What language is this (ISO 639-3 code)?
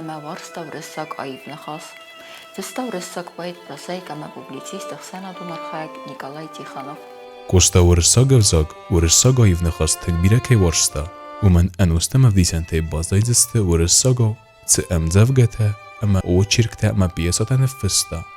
oss